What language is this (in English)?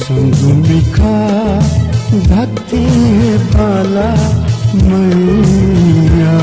Newari